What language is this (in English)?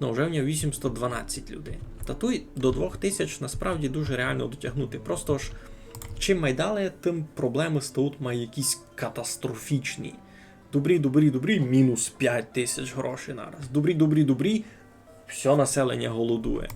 Rusyn